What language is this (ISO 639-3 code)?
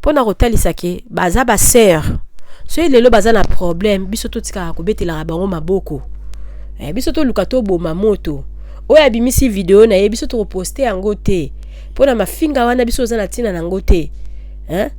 lin